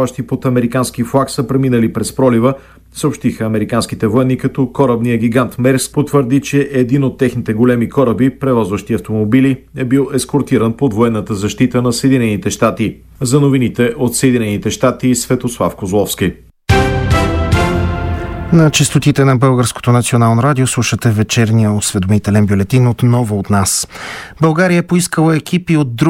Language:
Bulgarian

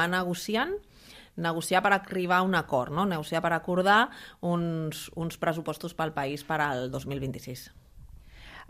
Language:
Catalan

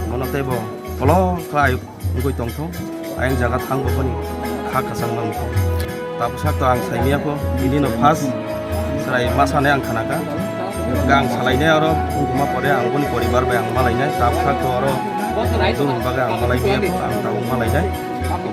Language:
Kok Borok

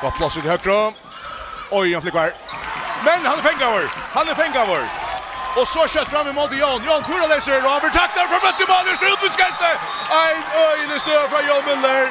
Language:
Faroese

